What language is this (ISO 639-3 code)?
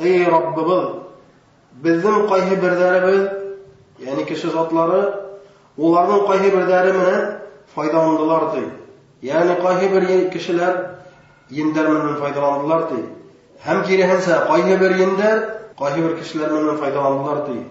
bak